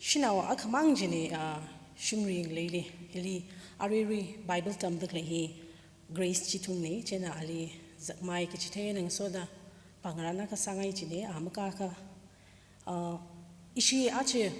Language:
Tangkhul Naga (India)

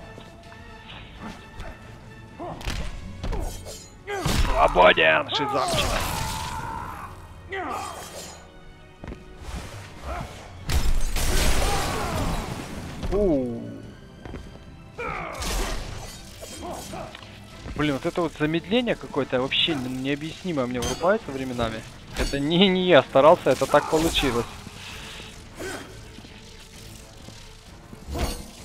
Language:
Russian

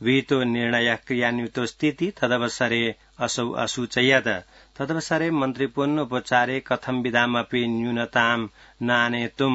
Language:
Sanskrit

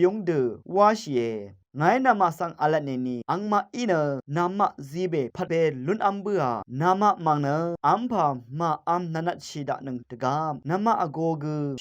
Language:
Rawang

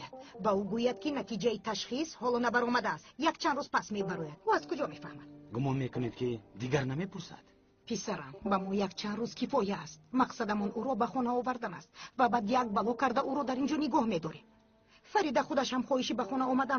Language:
Tajik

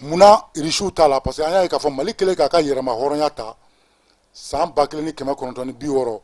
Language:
Bambara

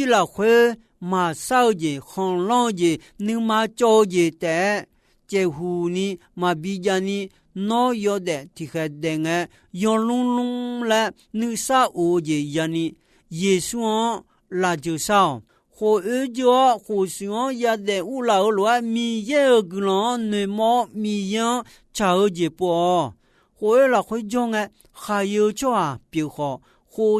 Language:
Akha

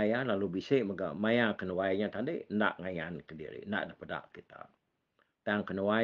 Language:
Iban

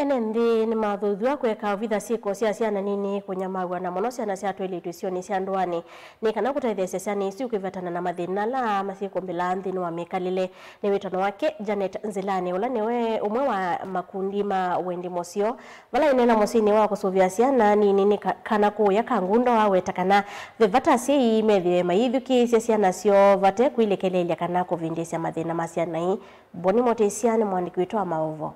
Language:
Kamba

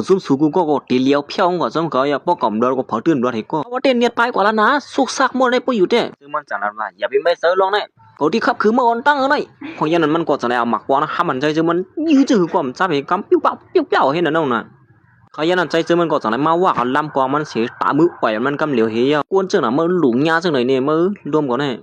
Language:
Shan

